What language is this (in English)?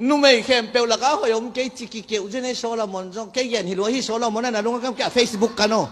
Tedim Chin